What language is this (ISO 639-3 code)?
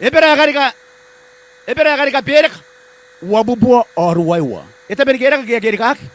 gil